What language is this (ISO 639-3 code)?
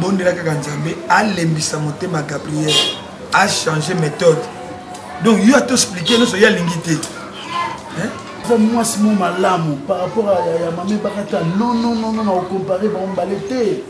lin